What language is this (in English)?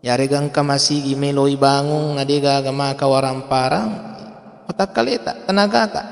Buginese